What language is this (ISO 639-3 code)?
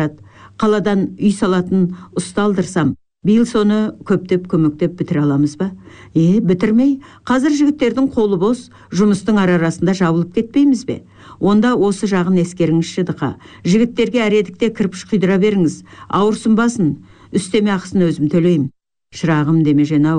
kaz